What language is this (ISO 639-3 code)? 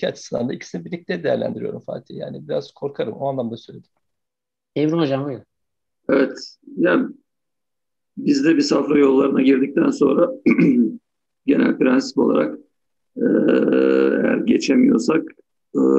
tur